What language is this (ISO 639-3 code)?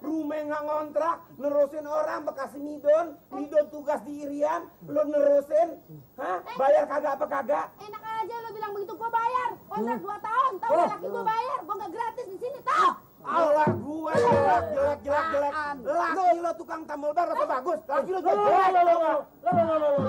bew